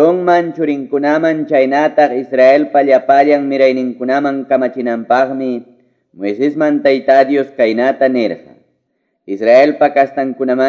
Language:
Quechua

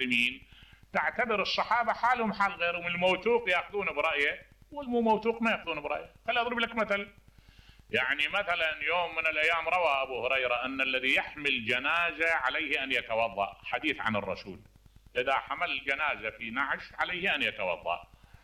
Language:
Mesopotamian Arabic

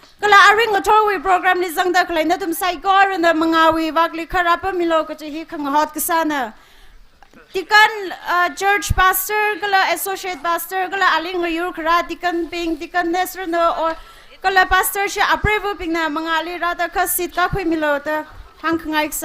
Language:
Tangkhul Naga (India)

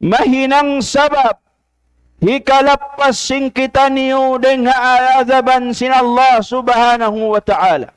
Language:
Tausug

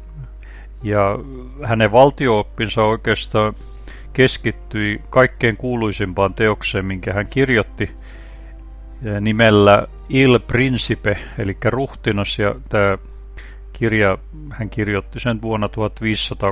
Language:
Finnish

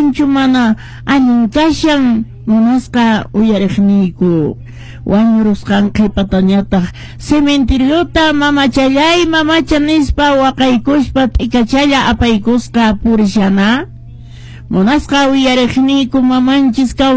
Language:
Quechua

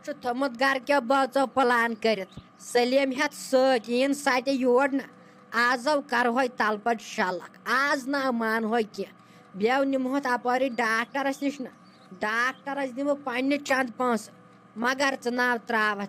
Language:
Kashmiri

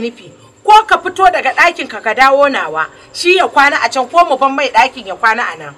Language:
Hausa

